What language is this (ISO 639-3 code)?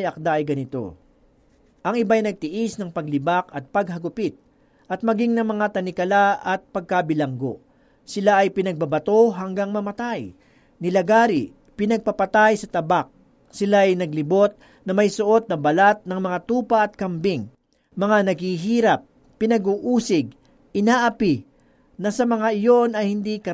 fil